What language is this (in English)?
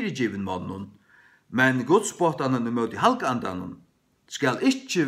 Faroese